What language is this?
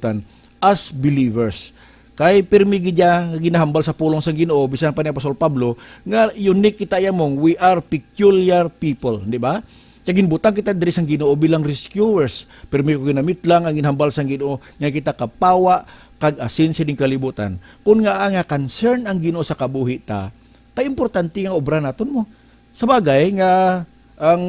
Hiligaynon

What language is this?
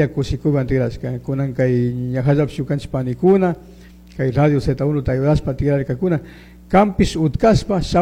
Chimborazo Highland Quichua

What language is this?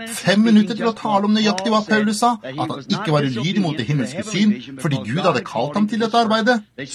Norwegian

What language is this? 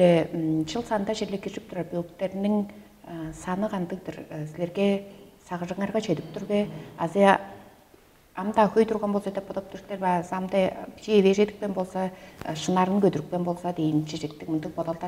Tuvinian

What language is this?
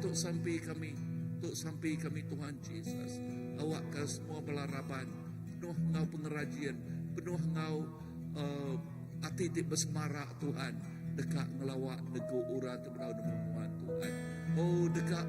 Iban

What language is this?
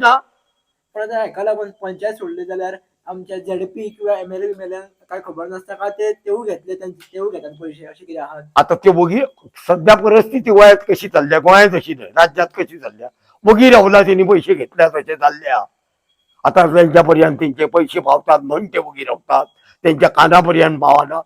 Konkani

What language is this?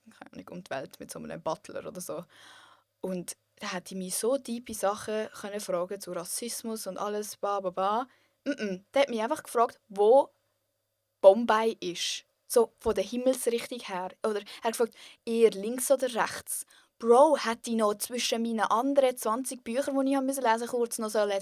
Swiss German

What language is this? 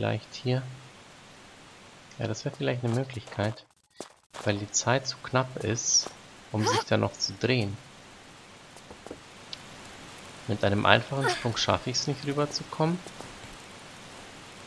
German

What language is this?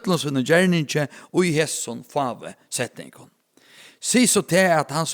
Faroese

